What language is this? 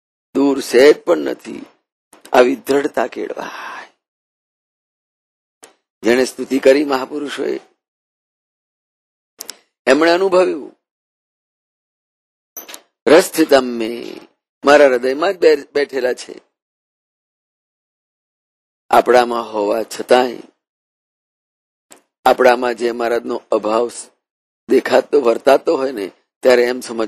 Gujarati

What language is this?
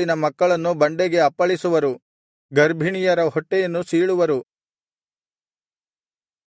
Kannada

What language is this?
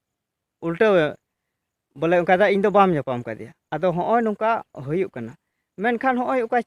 Santali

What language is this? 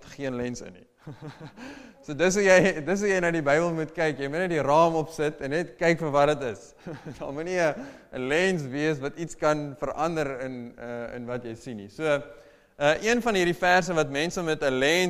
Afrikaans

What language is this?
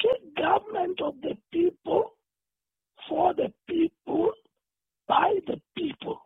Southern Sotho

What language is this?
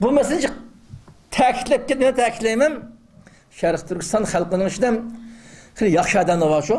Uyghur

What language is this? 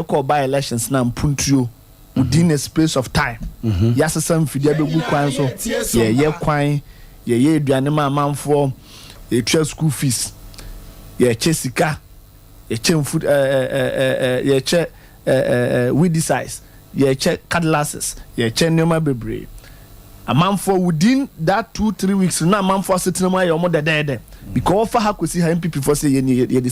Akan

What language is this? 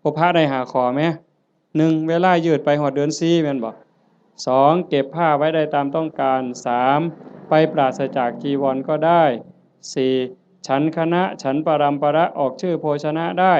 Northeastern Thai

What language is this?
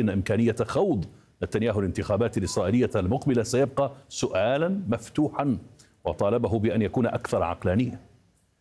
Arabic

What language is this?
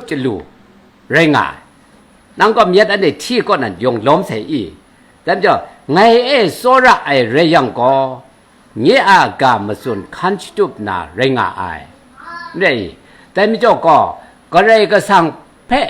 Kachin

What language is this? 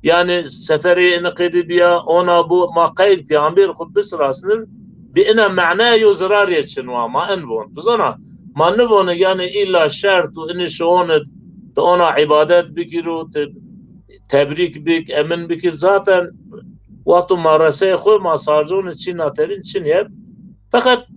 Zaza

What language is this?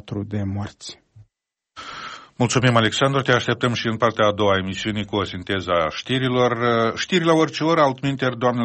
Romanian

